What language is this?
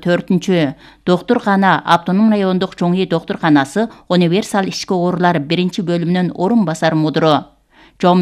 Kyrgyz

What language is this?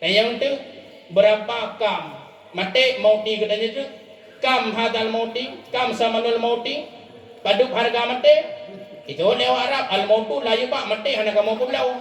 Achinese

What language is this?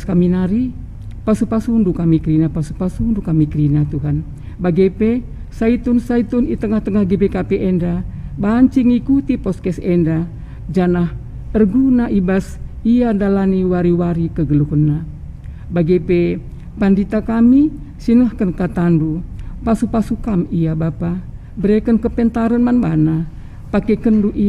Batak Karo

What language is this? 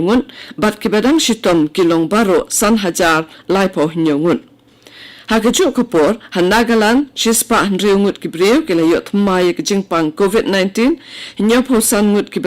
Khasi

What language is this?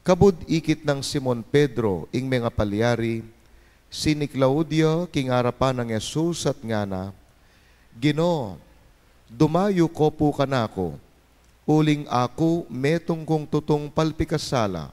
Pampanga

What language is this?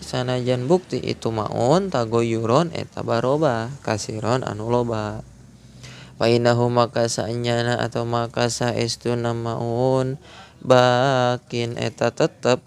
Sundanese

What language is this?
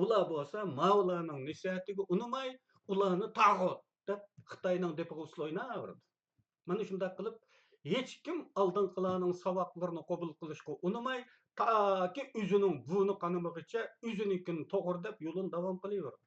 Uyghur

